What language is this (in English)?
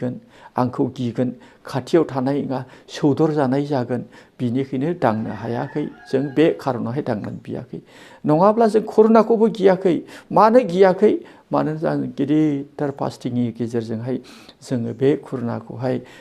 Bodo